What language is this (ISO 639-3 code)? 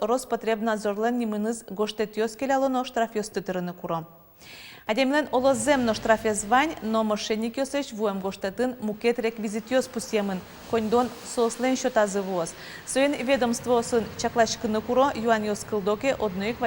udm